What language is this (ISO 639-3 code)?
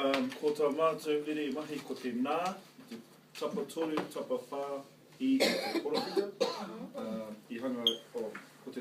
mri